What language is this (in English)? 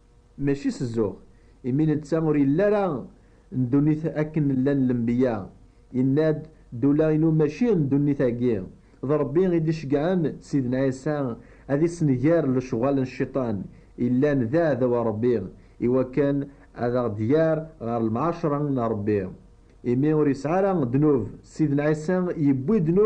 Kabyle